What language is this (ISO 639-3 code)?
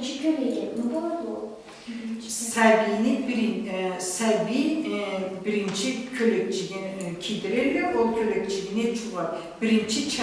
krc